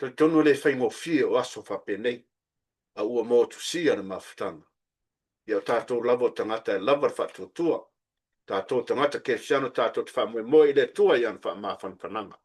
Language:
Samoan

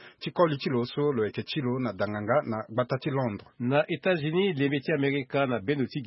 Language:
Sango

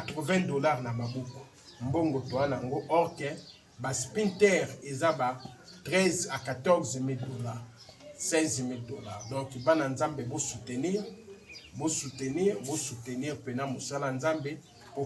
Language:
Lingala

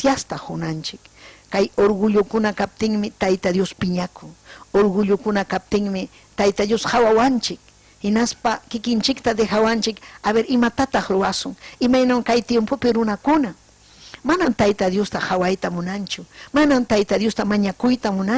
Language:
Ayacucho Quechua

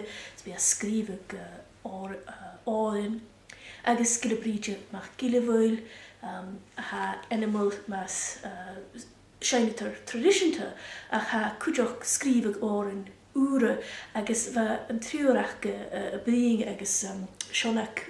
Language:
Scottish Gaelic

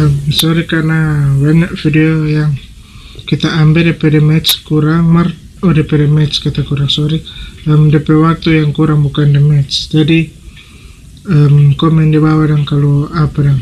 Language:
Manado Malay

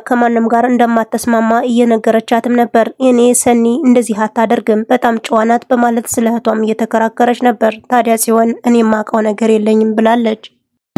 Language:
Amharic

